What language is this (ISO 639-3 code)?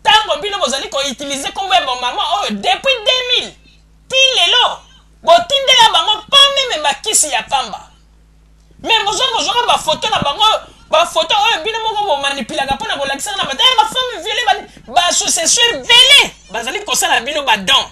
lin